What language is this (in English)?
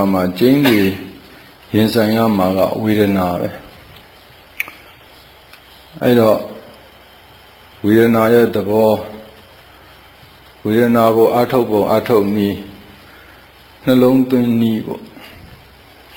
Burmese